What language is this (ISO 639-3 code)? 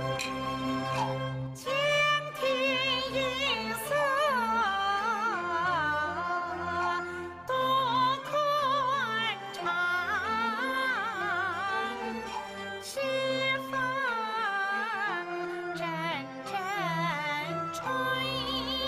zho